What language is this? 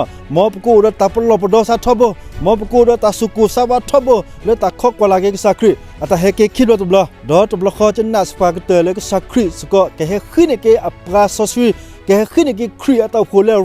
S'gaw Karen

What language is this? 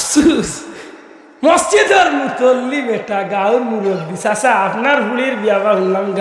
Sylheti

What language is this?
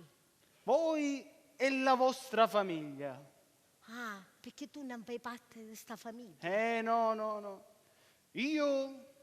Sicilian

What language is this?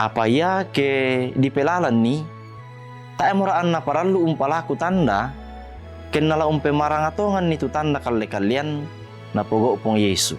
Toraja-Sa'dan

